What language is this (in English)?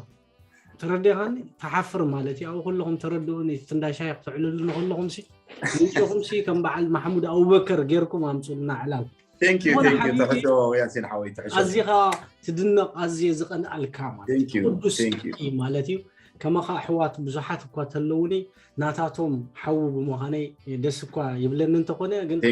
Tigrinya